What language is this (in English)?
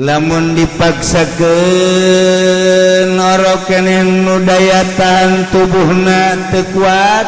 Sundanese